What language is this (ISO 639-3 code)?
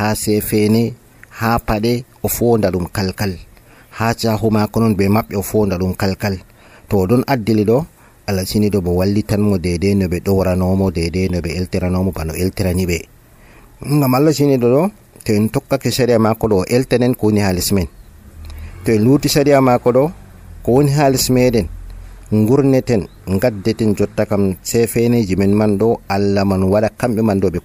fuv